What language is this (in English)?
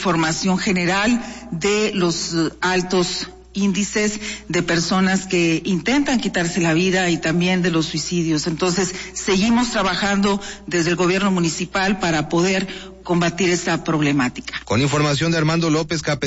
Spanish